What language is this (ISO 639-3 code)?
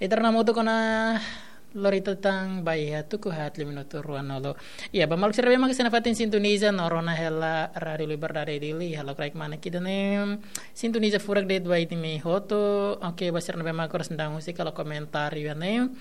tet